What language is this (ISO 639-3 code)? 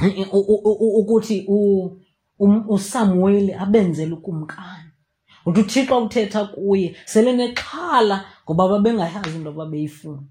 xho